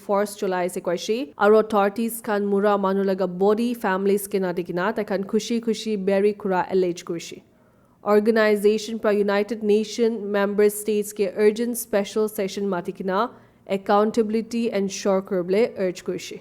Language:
Naga Pidgin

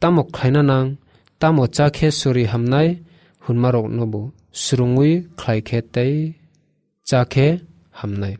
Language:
Kok Borok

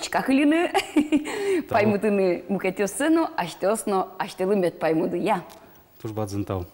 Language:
Udmurt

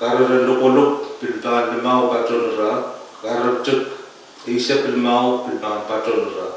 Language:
Pohnpeian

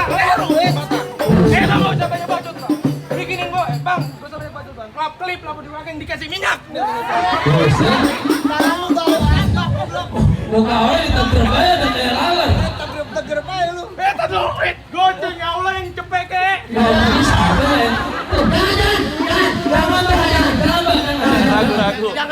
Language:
Betawi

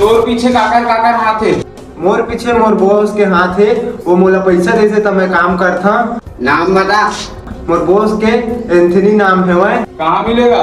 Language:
Chhattisgarhi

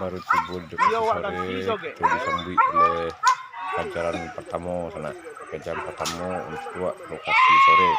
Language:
Minangkabau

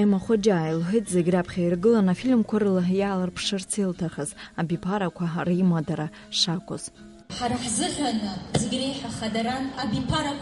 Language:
Abkhazian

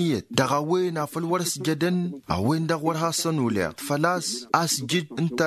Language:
Tamasheq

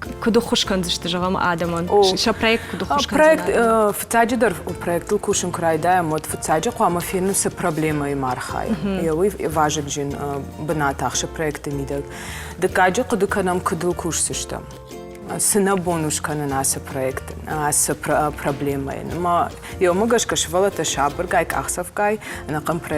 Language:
Ossetic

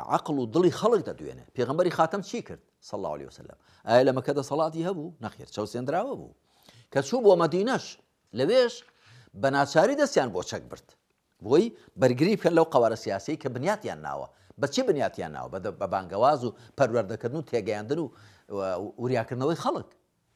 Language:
Central Kurdish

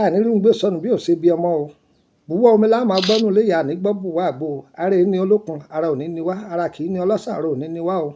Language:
Yoruba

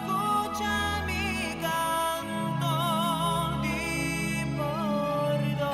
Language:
Papiamento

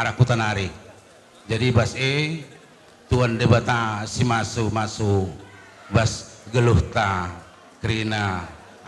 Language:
Batak Karo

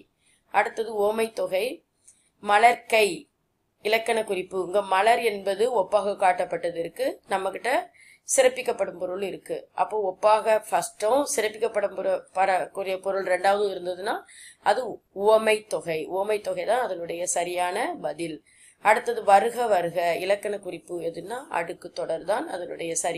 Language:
Tamil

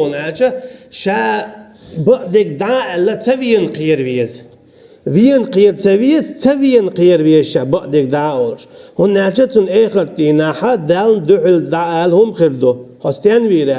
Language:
Chechen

